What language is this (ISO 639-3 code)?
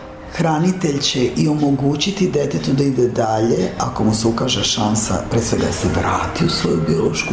srp